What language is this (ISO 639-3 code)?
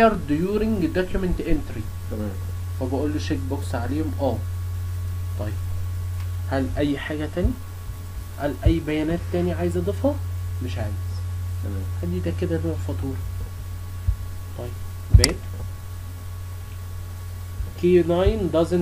arz